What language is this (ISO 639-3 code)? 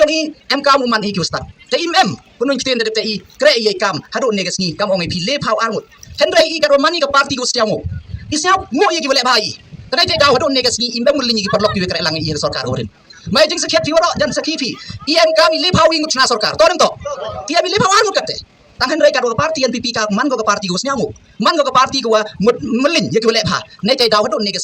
kha